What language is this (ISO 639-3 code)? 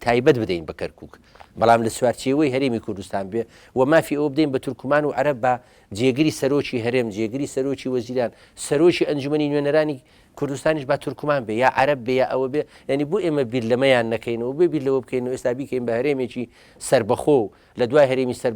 ckb